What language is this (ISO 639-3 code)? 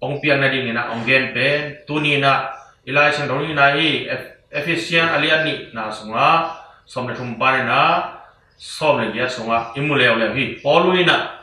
ctd